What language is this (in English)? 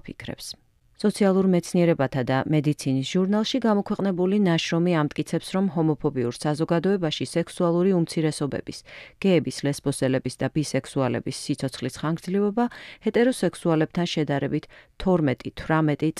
Georgian